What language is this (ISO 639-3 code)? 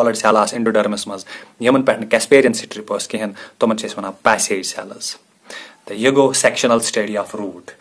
kas